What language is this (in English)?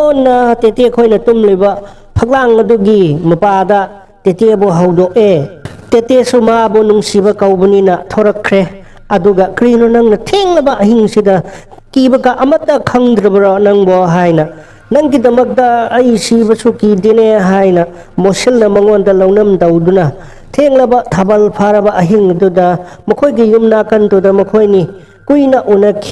Manipuri